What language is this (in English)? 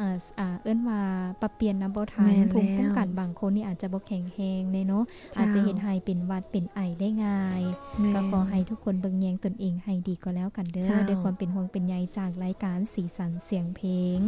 Lao